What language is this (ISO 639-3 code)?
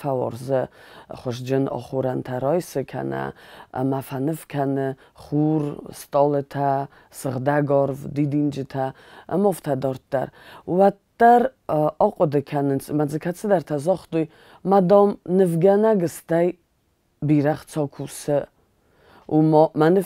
oss